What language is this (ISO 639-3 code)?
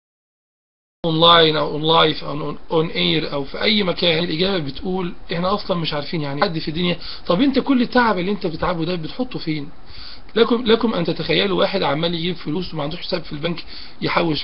arz